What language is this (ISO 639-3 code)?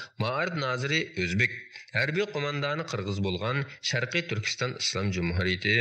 uig